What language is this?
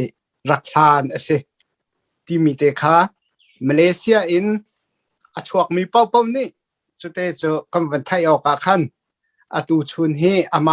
Hakha Chin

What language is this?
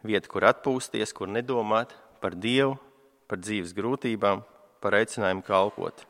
Latvian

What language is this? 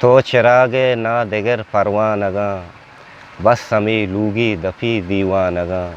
Eastern Balochi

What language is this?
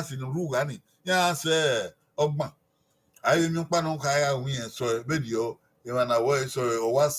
Bini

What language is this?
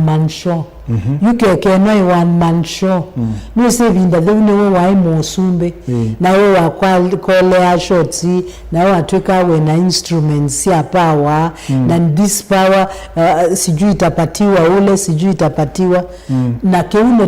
Kamba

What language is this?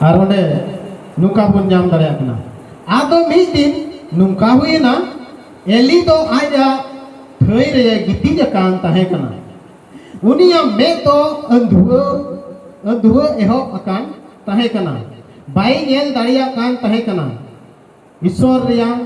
Santali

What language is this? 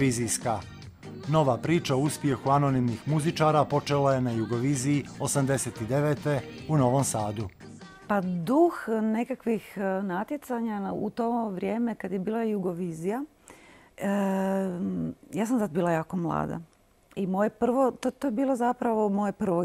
Croatian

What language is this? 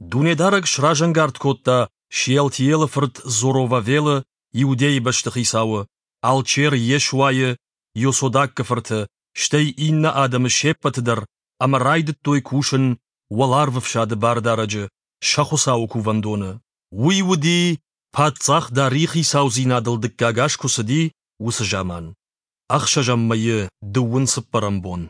Ossetic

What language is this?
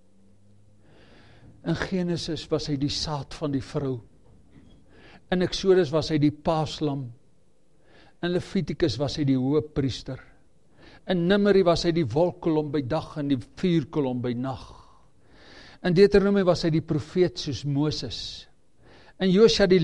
Afrikaans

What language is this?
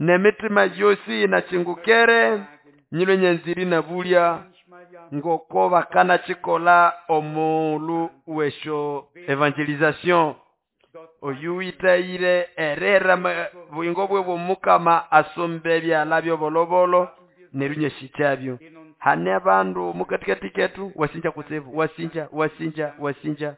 Nande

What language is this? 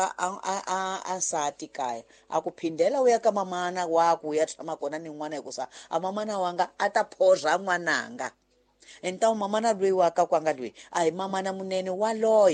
Tsonga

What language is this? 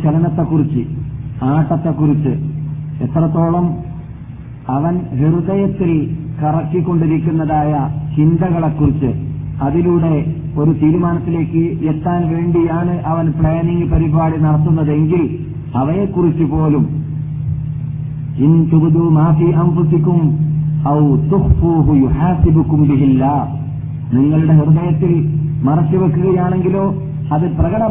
Malayalam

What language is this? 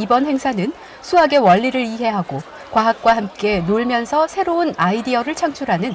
Korean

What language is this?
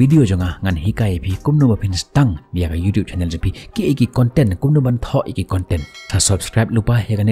Khasi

